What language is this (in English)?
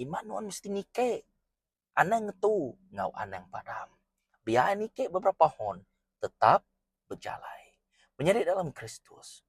Iban